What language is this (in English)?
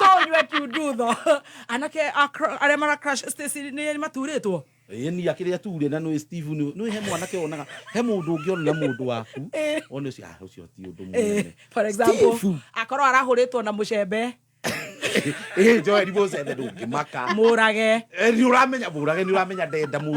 Kikuyu